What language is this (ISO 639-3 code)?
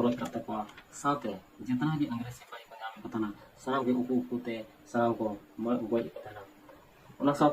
sat